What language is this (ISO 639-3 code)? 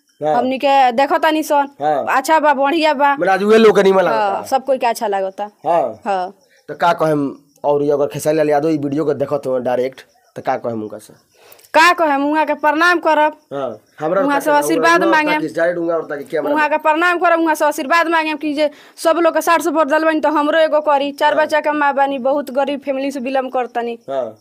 bho